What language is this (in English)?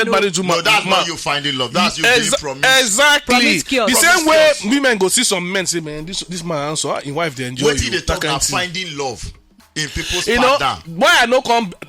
Nigerian Pidgin